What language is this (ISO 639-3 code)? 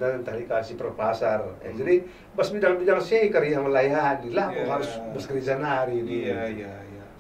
btx